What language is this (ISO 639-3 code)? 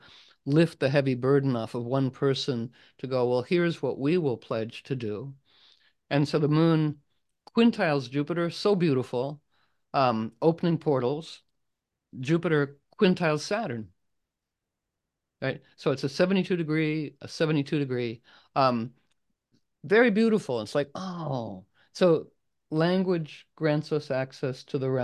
eng